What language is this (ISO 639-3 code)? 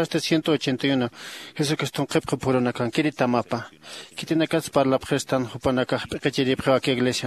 aym